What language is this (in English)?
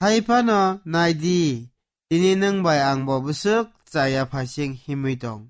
Kok Borok